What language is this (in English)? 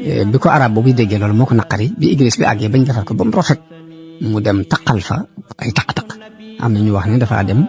Wolof